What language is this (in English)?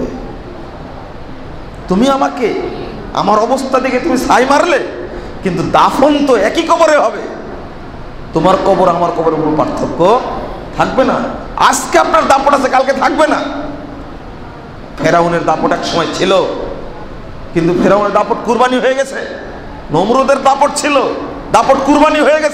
Bangla